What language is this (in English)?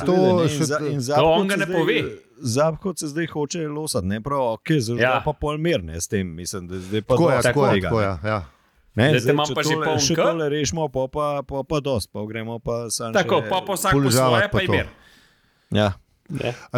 Slovenian